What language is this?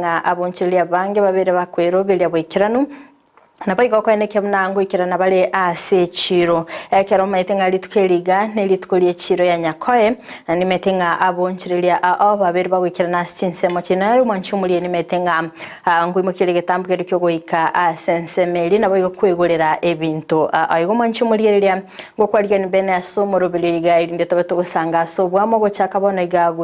Gusii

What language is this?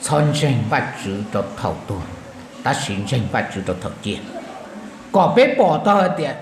Hmong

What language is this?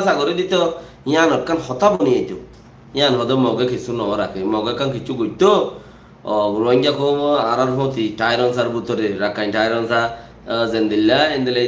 Rohingya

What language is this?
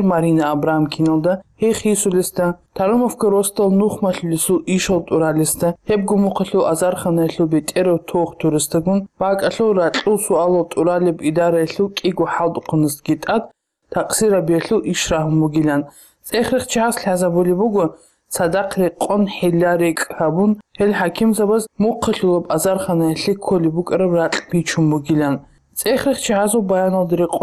Avaric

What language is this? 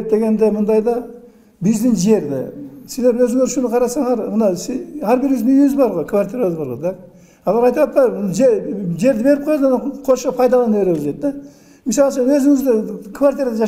Kyrgyz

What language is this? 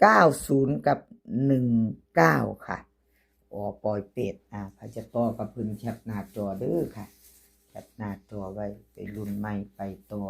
Northeastern Thai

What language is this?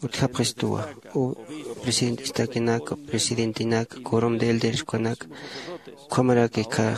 Aymara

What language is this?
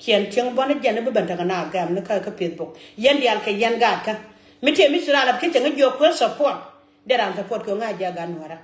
Nuer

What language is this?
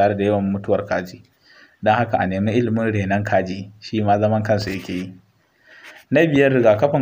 Hausa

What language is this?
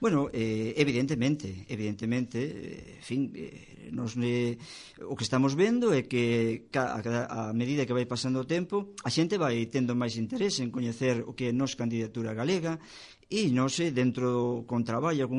Galician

